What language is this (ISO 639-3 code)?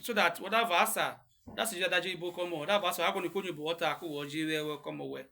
urh